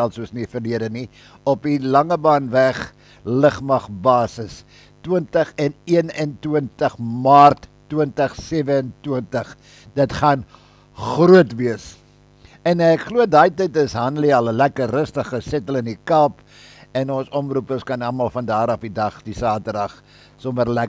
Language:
Afrikaans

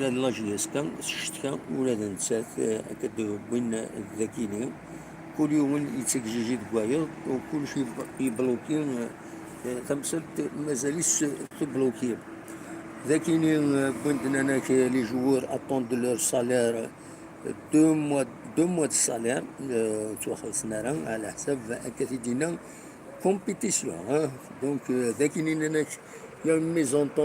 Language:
Kabyle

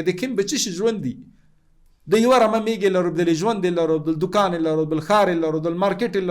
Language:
Pashto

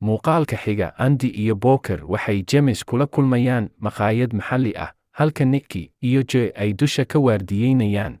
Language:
Somali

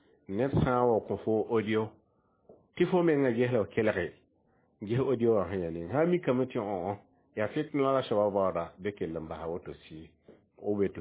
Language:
Mossi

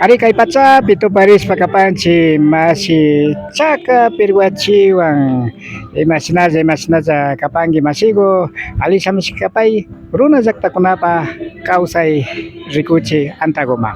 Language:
Imbabura Highland Quichua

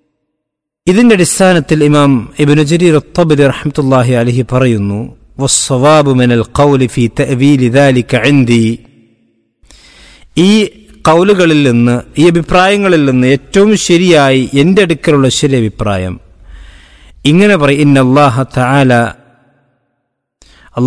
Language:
Malayalam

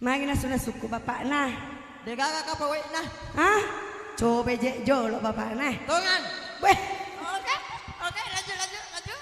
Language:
Buginese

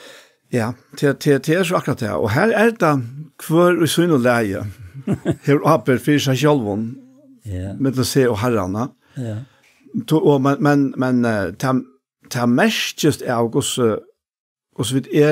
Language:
Faroese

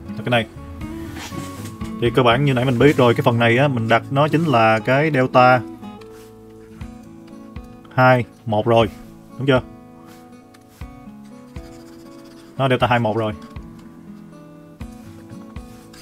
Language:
Vietnamese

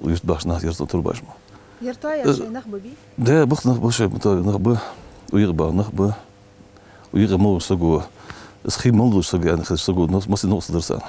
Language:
Ingush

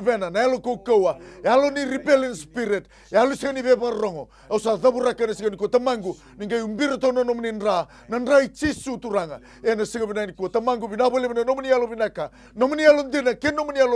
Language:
Fijian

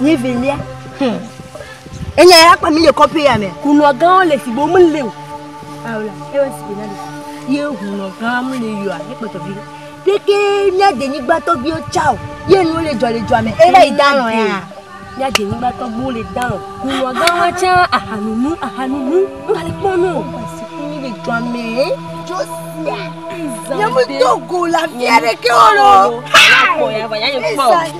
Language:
Ewe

